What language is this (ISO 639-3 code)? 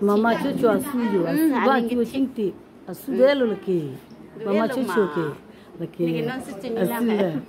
mjw